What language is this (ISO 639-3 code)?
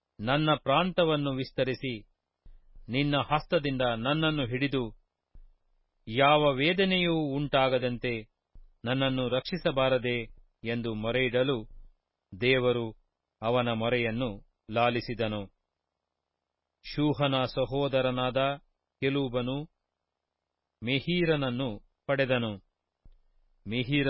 kan